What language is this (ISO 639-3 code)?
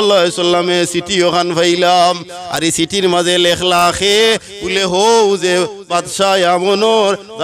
syl